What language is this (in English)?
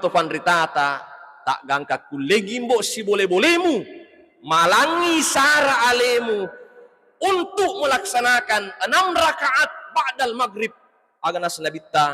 Buginese